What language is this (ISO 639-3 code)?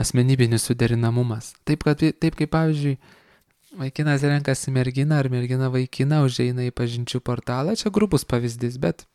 lit